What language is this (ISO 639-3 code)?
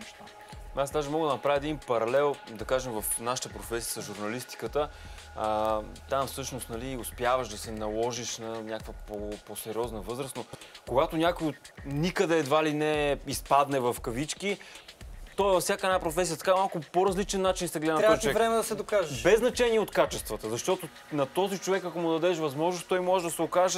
bul